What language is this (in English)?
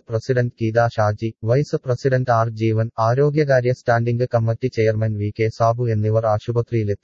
Malayalam